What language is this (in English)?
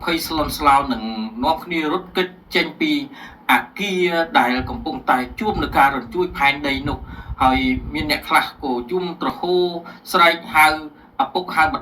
Khmer